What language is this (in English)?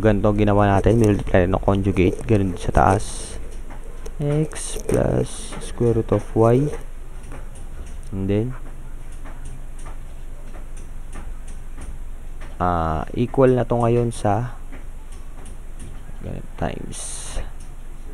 Filipino